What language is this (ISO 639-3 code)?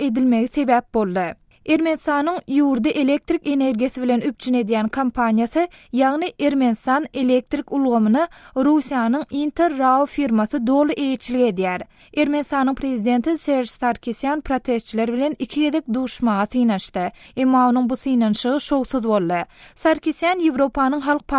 tuk